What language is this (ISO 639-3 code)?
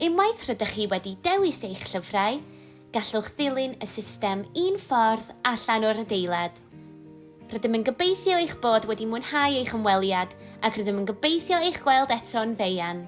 cym